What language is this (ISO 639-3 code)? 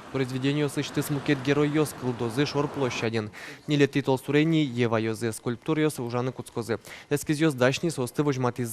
udm